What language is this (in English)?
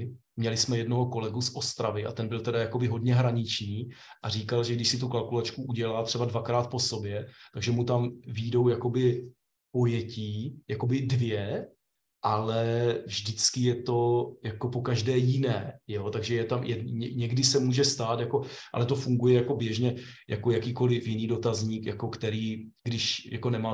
Czech